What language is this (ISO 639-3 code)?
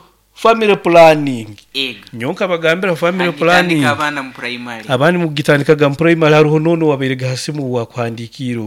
nyo